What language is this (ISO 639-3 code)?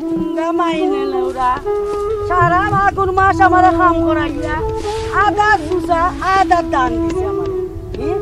syl